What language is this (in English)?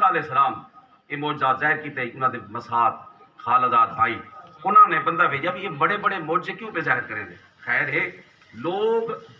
Saraiki